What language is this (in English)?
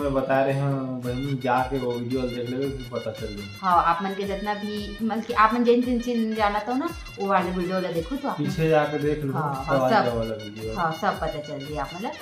Chhattisgarhi